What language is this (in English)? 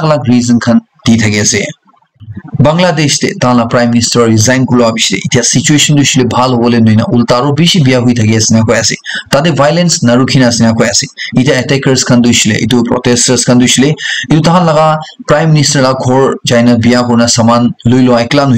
Naga Pidgin